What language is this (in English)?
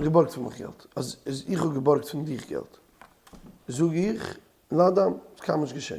Yiddish